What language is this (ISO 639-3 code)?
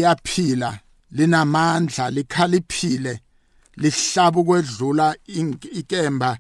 nbl